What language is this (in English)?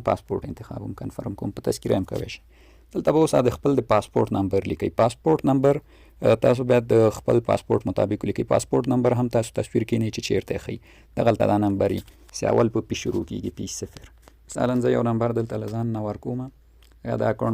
Pashto